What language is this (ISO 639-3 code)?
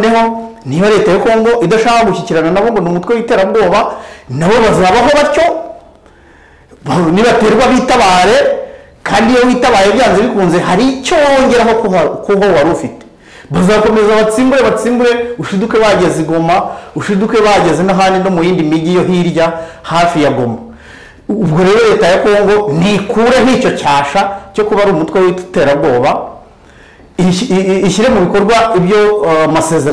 kin